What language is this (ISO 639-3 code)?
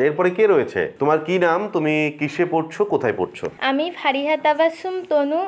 ben